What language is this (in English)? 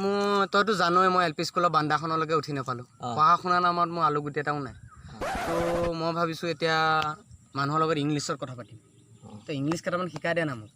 Assamese